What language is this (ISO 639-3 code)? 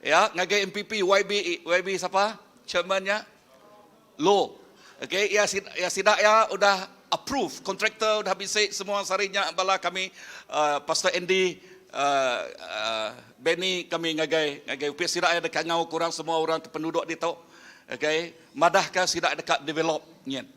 iba